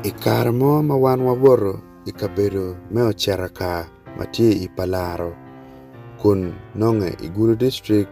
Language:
Acoli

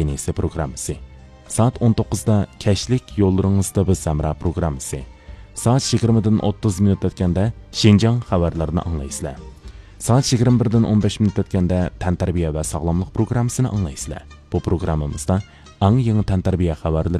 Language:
Uyghur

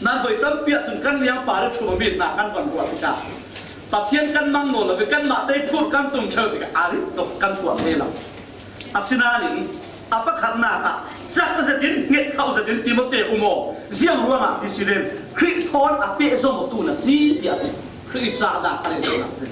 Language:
Falam Chin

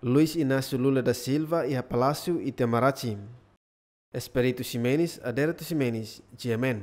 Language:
Tetum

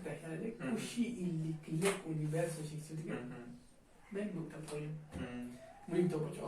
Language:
Tzotzil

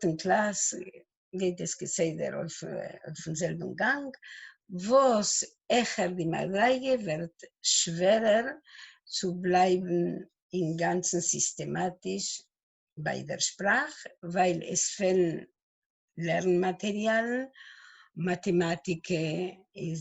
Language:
Yiddish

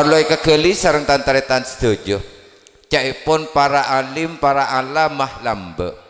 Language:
Madurese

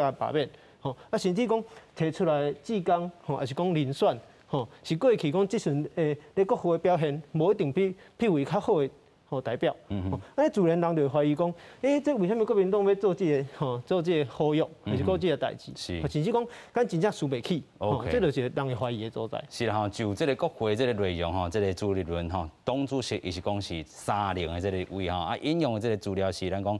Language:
Min Nan Chinese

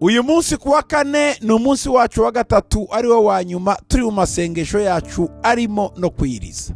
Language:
Kinyarwanda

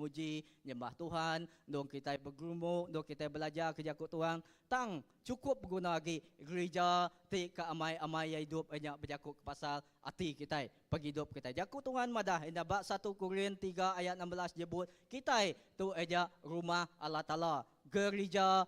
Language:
Iban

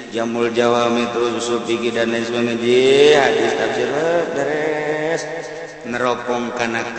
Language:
Sundanese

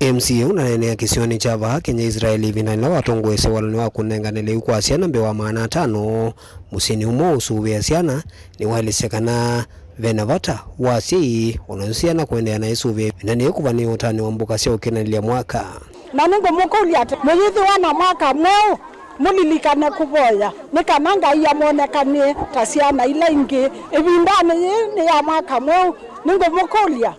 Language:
Kamba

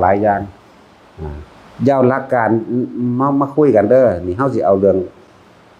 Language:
Northeastern Thai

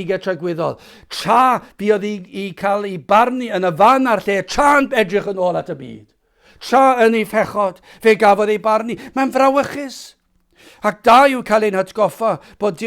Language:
Welsh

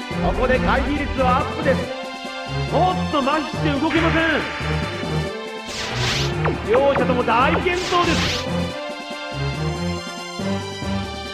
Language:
Japanese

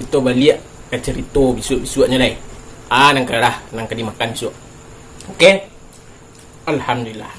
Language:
Minangkabau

